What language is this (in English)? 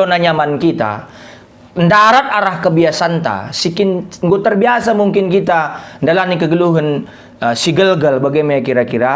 Batak Karo